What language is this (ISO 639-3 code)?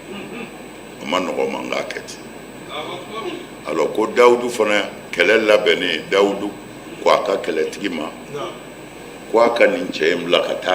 bam